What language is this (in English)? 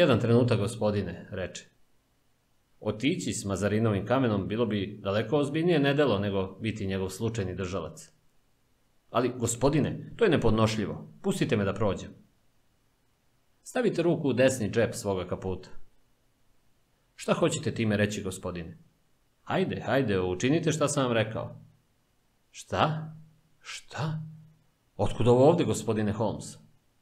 Serbian